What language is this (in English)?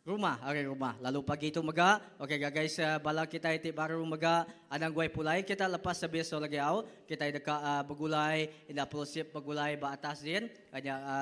Iban